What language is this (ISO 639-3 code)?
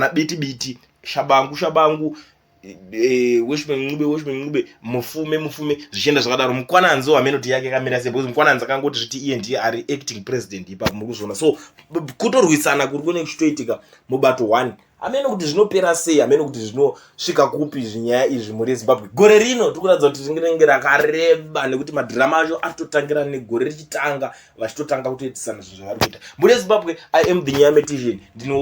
sna